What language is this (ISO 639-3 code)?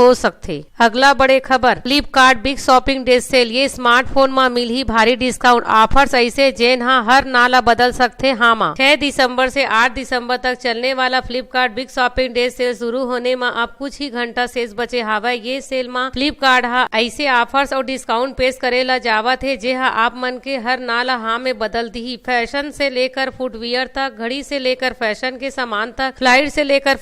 hne